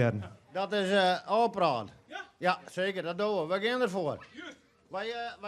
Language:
Western Frisian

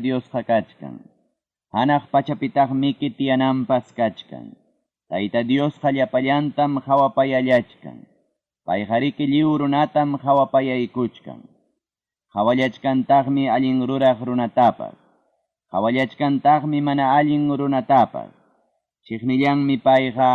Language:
Ayacucho Quechua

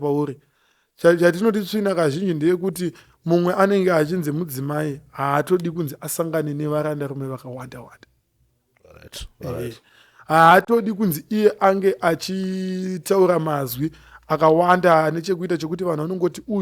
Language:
Shona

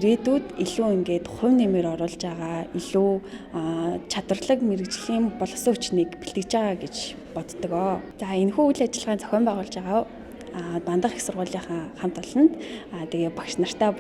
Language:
Mongolian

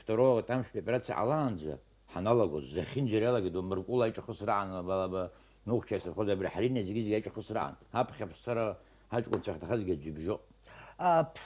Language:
Abkhazian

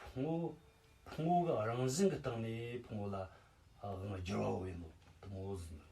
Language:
Tibetan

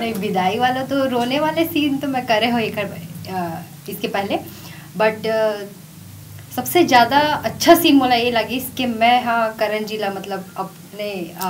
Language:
Chhattisgarhi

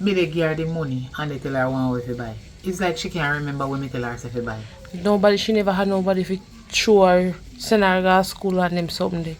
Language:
Jamaican Creole English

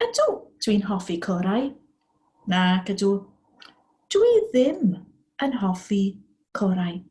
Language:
Welsh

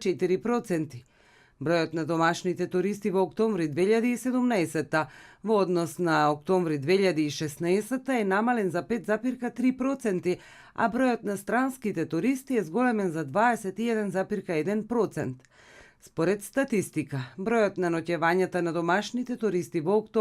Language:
Macedonian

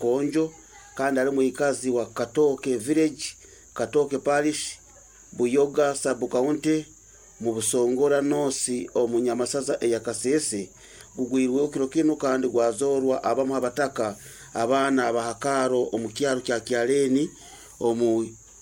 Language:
Nyoro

